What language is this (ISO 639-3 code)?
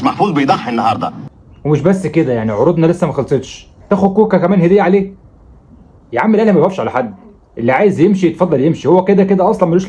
arz